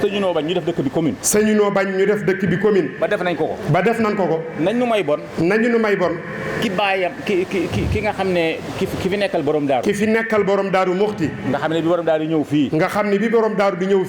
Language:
Wolof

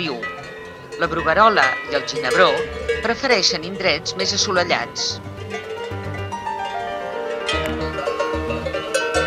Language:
Catalan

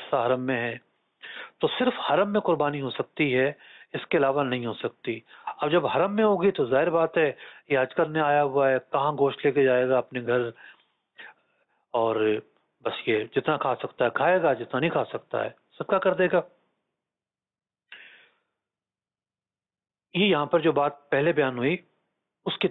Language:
Urdu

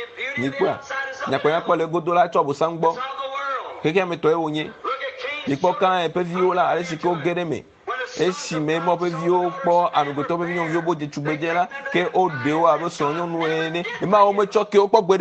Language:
Ewe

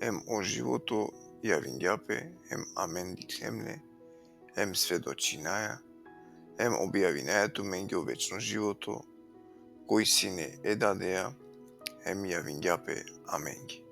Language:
Balkan Romani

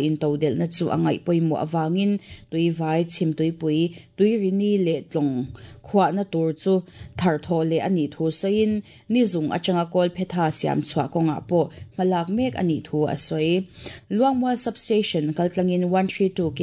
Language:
Mizo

